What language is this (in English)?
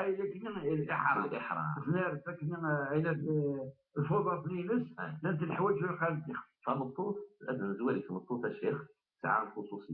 Kabyle